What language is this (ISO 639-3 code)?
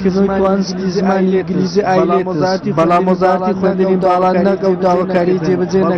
ckb